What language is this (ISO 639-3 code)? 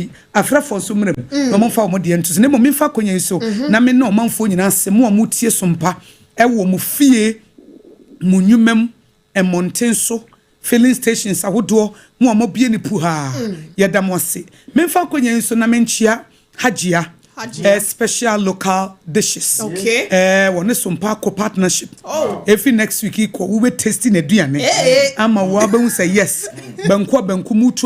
aka